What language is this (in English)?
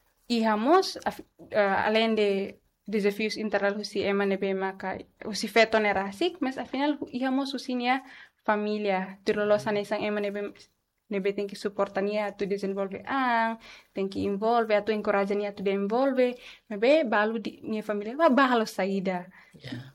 Tetum